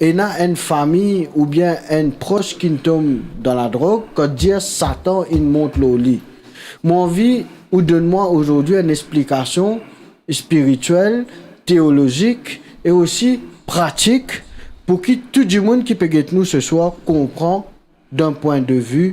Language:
Morisyen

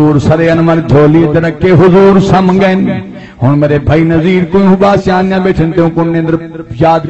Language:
Saraiki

